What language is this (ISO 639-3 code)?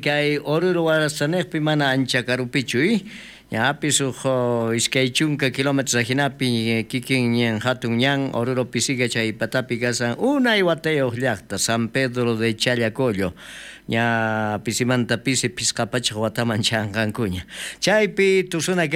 quh